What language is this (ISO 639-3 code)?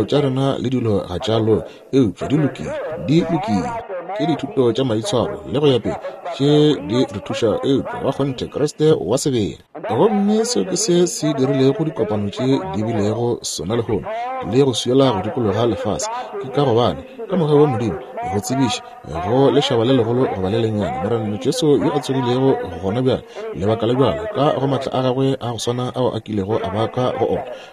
nso